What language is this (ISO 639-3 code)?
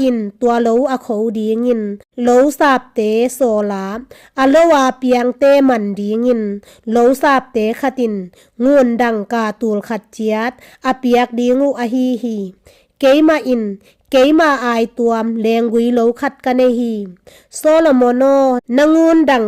ctd